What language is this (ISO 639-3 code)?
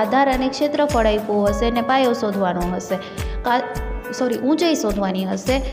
guj